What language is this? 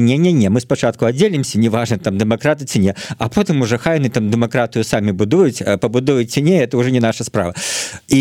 Belarusian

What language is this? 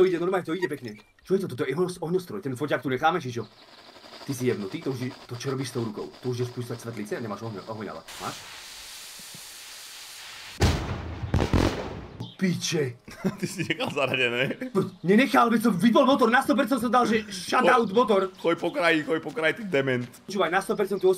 Slovak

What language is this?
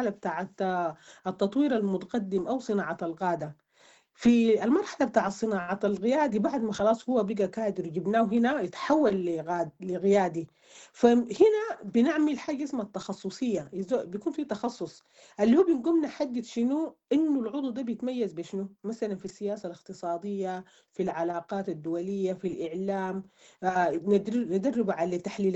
Sudanese Arabic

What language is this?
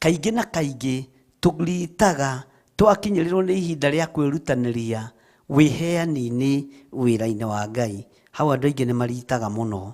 Kikuyu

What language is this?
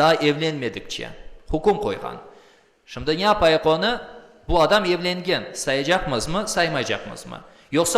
Crimean Tatar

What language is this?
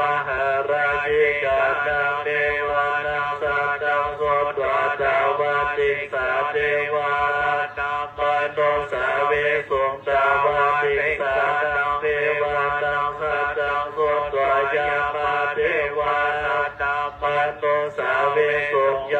Pali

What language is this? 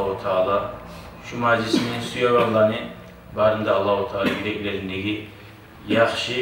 Kumyk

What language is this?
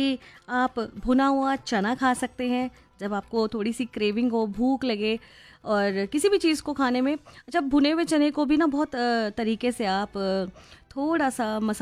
Hindi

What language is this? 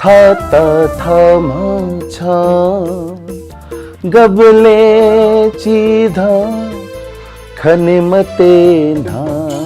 Newari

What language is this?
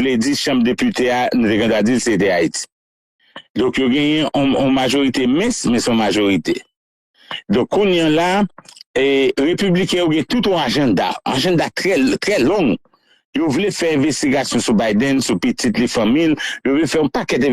Haitian Creole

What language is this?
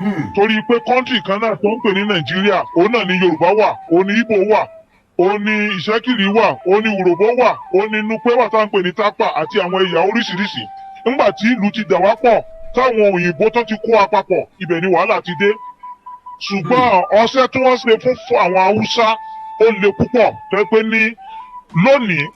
Yoruba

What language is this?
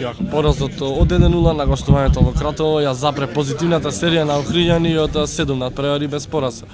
Macedonian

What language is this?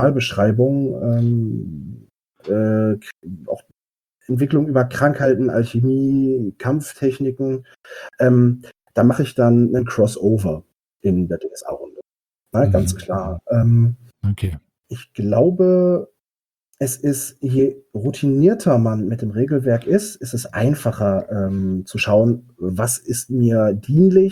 German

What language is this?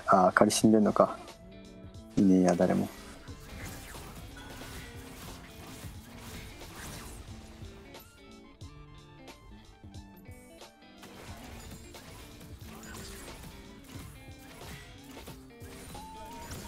Japanese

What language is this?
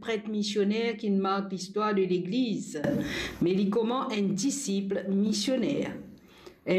Morisyen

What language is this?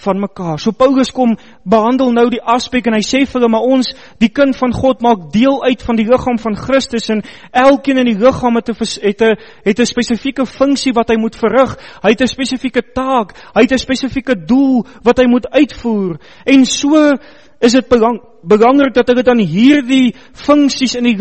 Afrikaans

